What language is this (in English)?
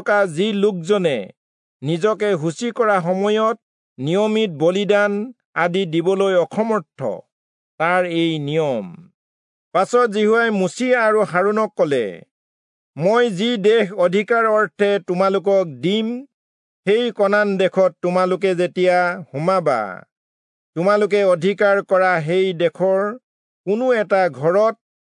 Assamese